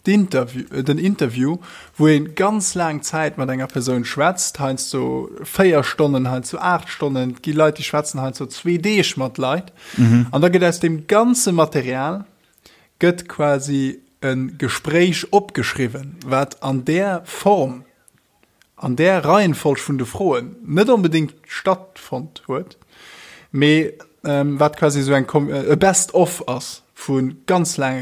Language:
Luxembourgish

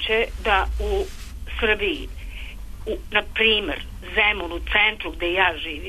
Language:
Serbian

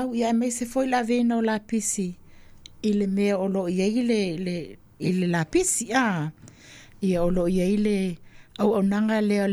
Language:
Samoan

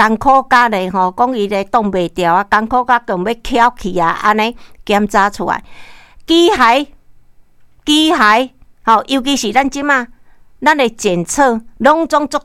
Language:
Min Nan Chinese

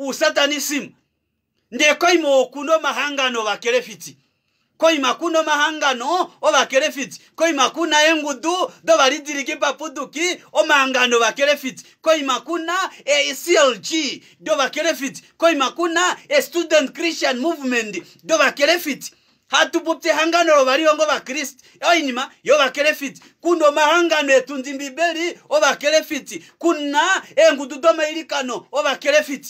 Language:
Kuanyama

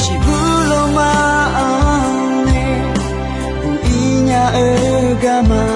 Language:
Akha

